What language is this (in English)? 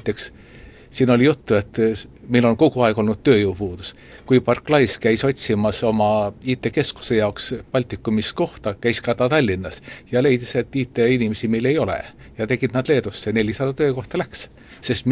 Estonian